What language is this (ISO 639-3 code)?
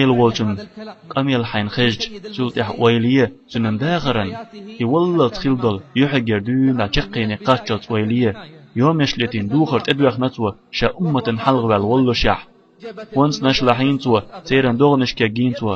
che